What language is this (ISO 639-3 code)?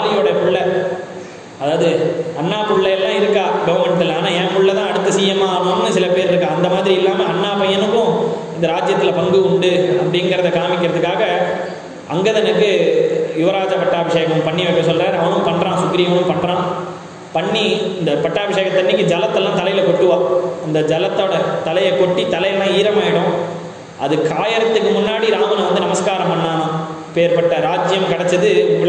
tam